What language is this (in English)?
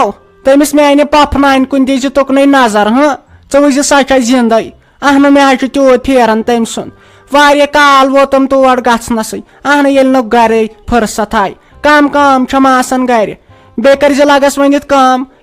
Kashmiri